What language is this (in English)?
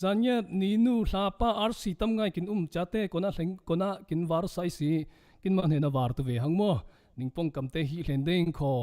Falam Chin